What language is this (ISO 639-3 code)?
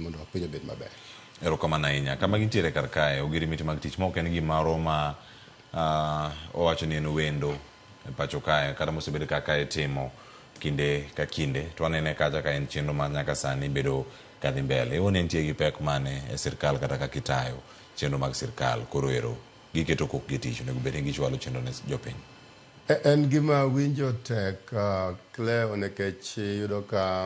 luo